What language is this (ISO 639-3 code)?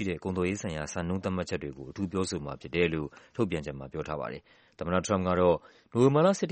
mya